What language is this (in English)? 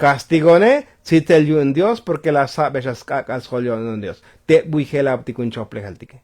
Tzotzil